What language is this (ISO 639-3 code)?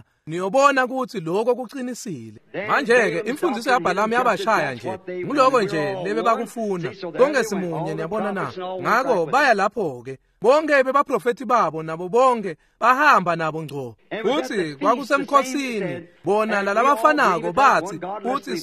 ssw